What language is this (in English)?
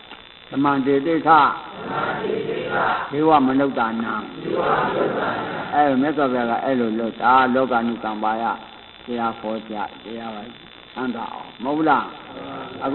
Burmese